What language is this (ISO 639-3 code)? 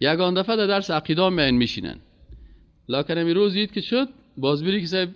fas